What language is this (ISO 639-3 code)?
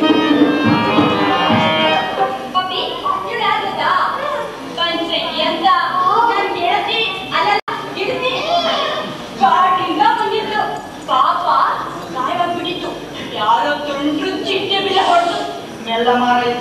kan